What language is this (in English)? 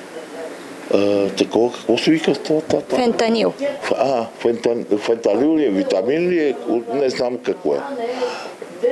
Bulgarian